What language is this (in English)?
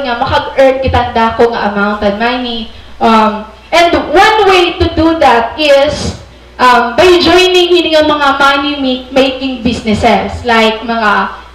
Waray